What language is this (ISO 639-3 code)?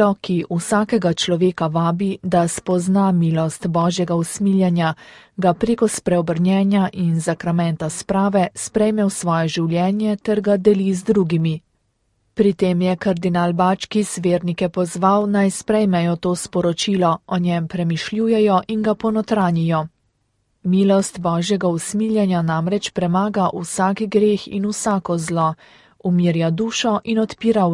slv